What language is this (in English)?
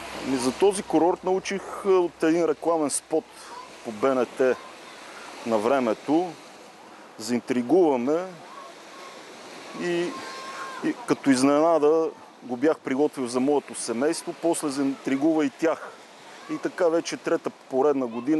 Bulgarian